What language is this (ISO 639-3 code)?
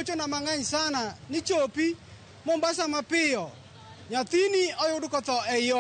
luo